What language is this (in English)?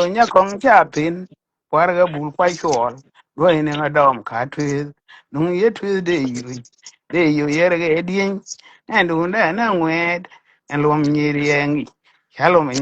Nuer